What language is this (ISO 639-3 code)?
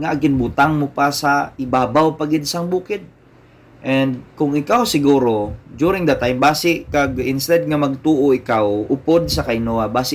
hil